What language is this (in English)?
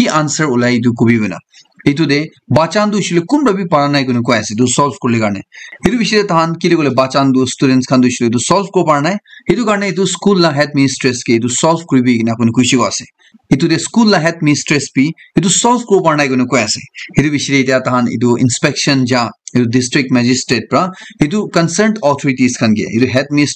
Naga Pidgin